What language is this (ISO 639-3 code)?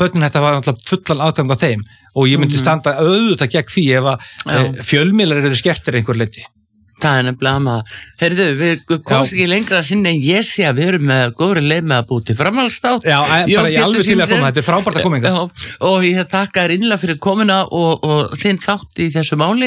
isl